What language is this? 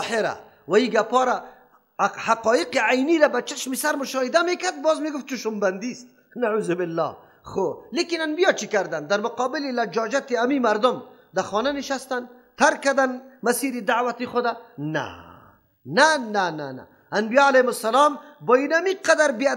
Persian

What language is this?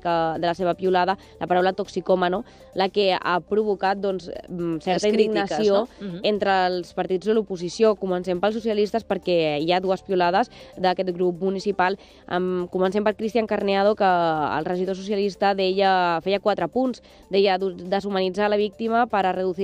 Catalan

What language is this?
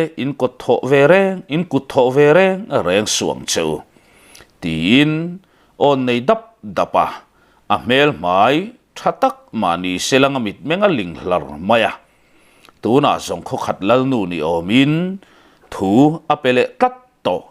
Mizo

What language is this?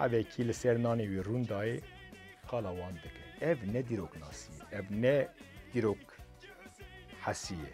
Kurdish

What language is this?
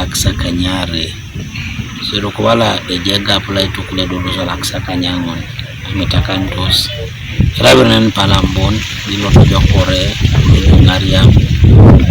Teso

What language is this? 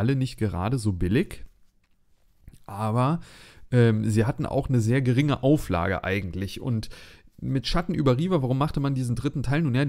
German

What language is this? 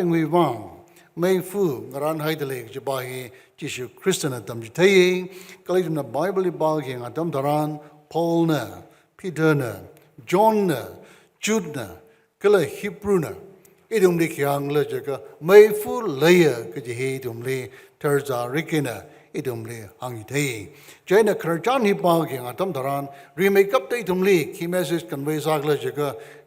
Tangkhul Naga (India)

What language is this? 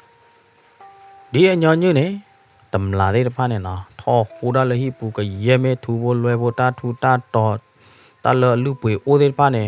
S'gaw Karen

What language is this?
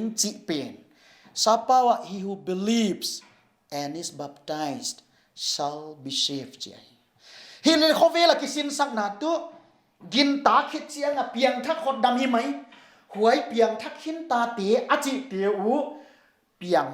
Paite Chin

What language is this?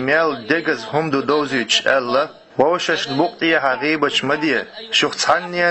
Chechen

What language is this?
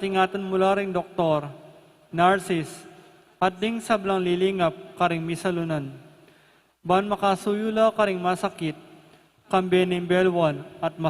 Pampanga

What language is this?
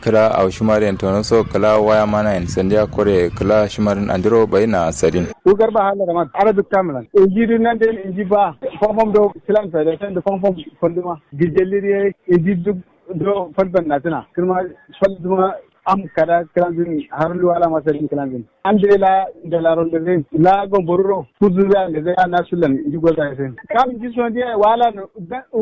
Kanuri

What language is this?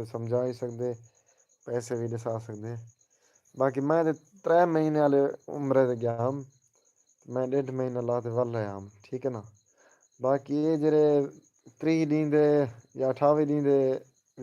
Saraiki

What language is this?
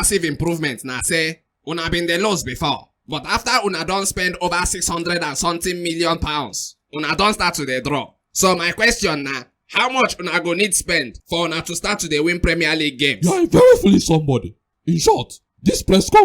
Nigerian Pidgin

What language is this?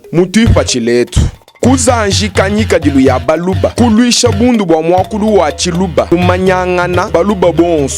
Luba-Lulua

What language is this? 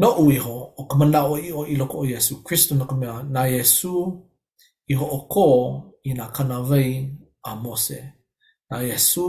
Hawaiian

